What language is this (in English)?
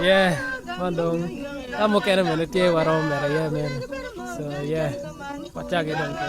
Acoli